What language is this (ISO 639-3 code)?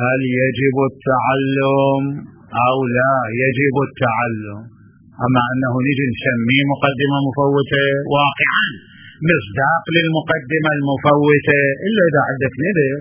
acm